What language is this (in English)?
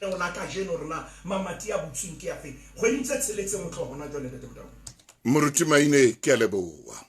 Southern Sotho